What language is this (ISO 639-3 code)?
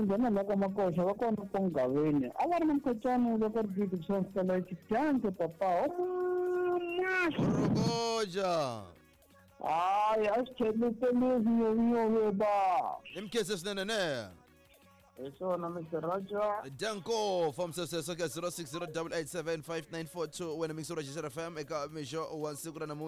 tso